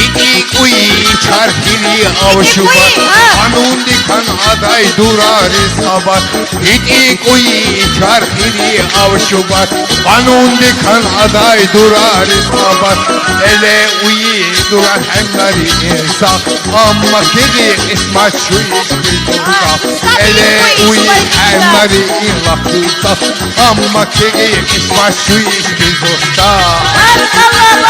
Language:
Tabassaran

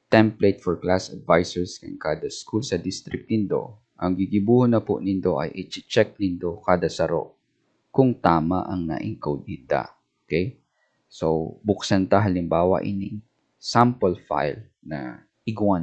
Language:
Bikol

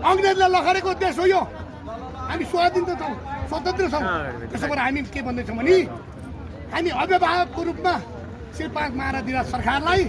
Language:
Nepali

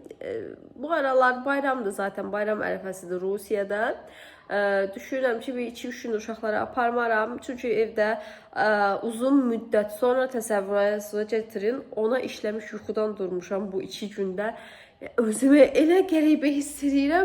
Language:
Azerbaijani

